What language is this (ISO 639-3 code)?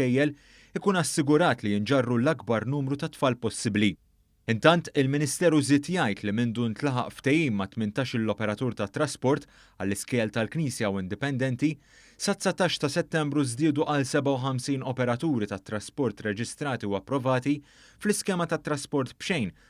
mlt